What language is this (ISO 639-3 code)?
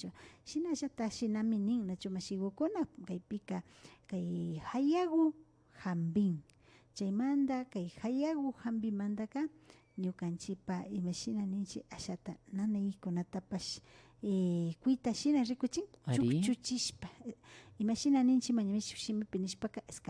qvi